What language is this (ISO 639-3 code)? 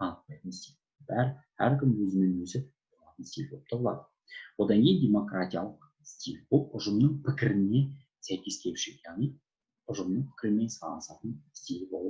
kaz